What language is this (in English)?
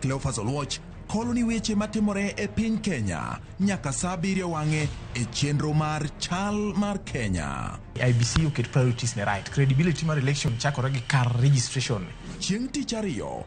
Luo (Kenya and Tanzania)